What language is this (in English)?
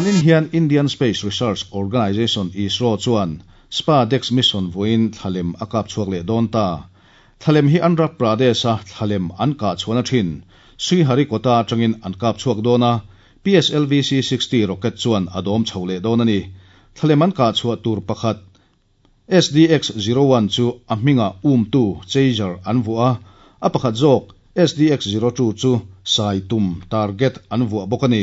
Mizo